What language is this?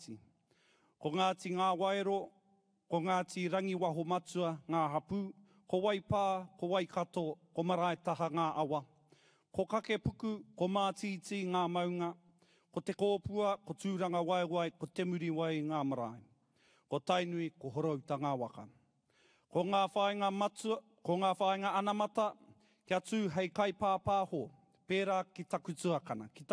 Māori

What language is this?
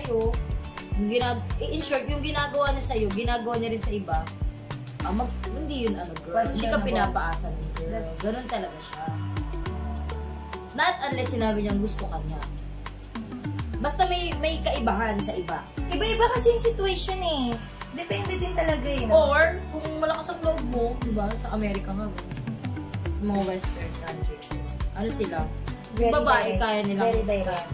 Filipino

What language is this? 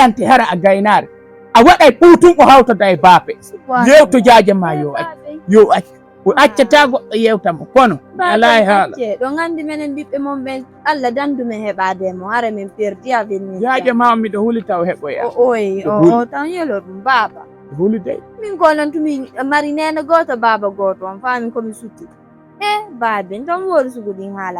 Fula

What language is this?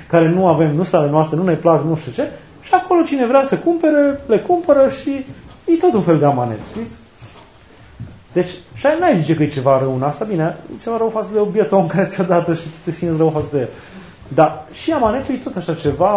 Romanian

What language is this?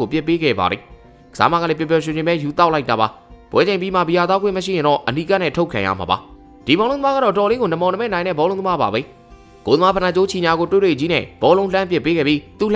Burmese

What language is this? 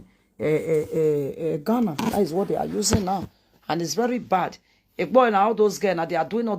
Nigerian Pidgin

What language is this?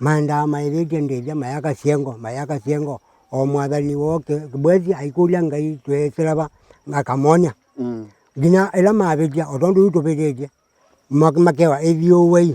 Kamba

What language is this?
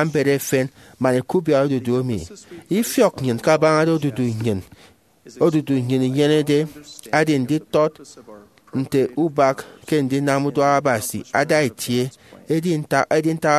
Efik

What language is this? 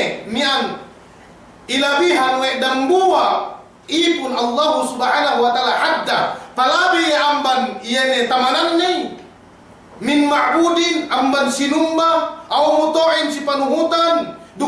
Yakan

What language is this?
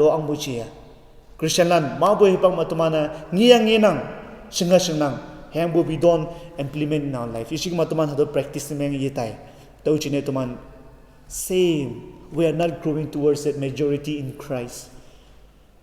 Konyak Naga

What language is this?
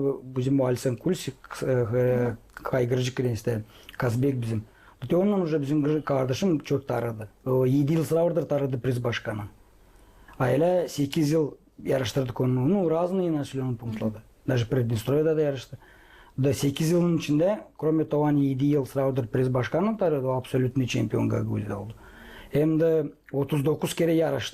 Gagauz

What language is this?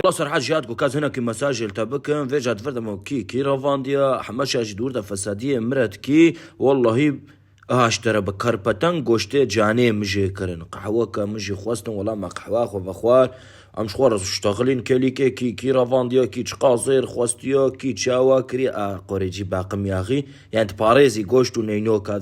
Kurdish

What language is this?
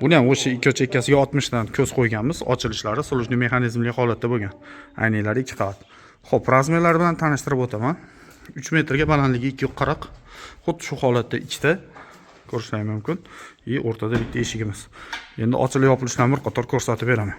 Uzbek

